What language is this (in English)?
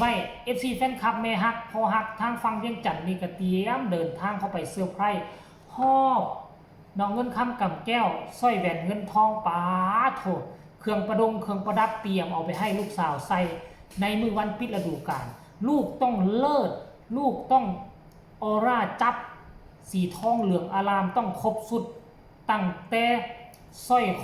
Northeastern Thai